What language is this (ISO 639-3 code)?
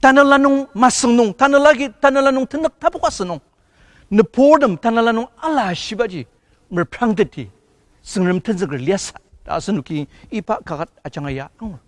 njo